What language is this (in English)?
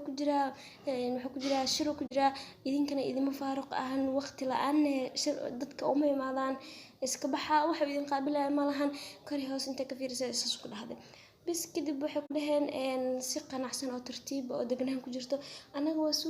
Somali